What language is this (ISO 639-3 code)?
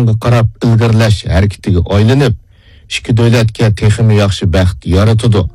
uig